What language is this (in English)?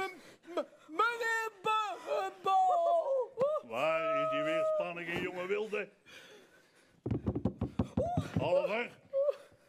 Dutch